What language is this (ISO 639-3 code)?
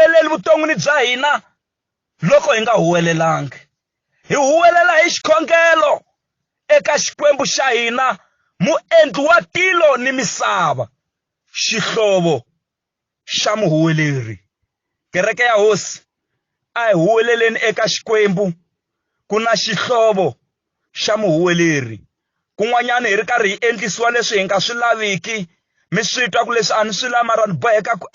tso